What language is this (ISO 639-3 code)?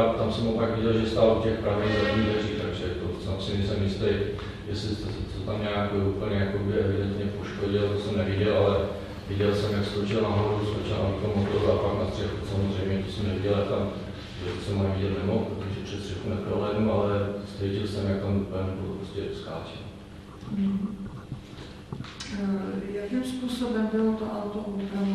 ces